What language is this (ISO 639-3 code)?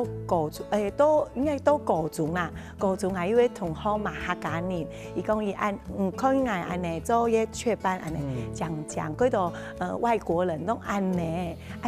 hak